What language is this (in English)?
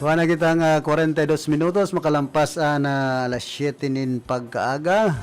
Bikol